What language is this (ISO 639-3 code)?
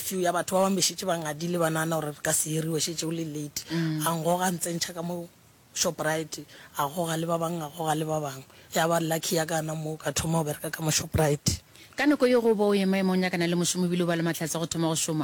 nso